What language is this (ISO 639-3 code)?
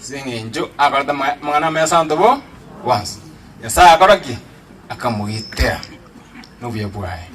guz